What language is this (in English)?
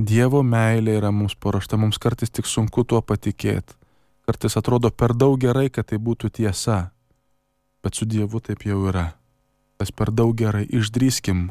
Lithuanian